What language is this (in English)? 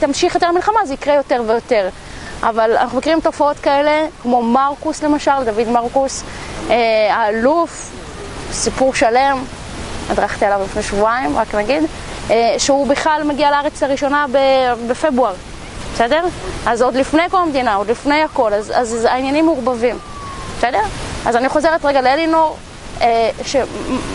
Hebrew